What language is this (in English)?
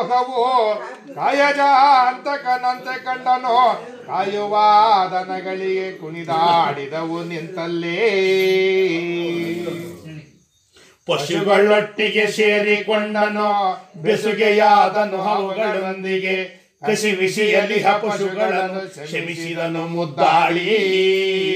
Kannada